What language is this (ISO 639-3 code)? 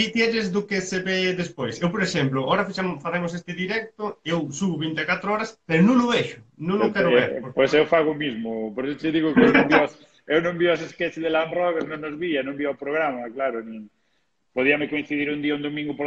glg